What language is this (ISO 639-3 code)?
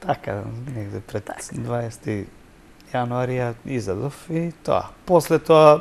mkd